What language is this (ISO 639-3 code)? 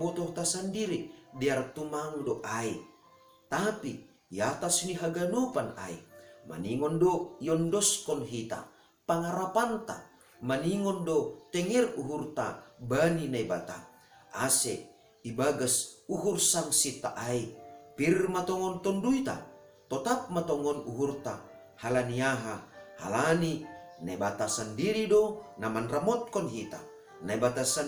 bts